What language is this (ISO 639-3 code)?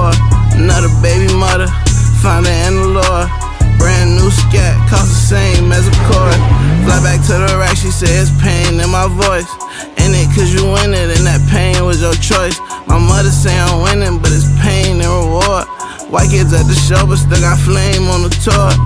eng